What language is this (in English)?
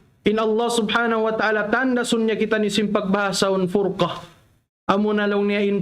Tausug